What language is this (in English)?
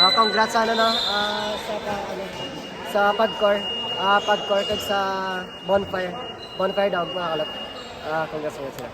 Hiligaynon